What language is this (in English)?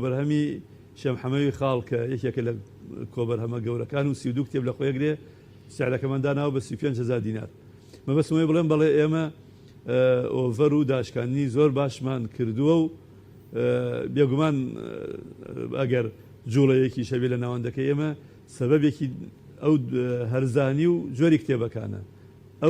Central Kurdish